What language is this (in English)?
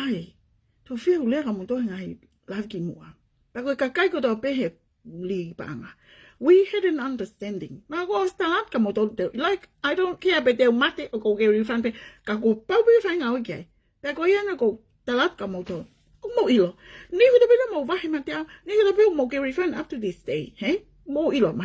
Tongan